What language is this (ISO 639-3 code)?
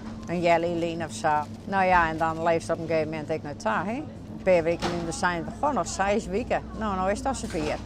fry